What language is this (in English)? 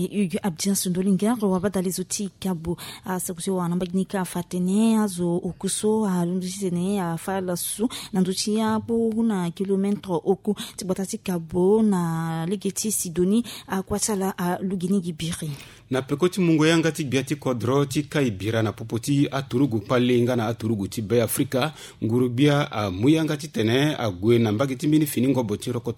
Sango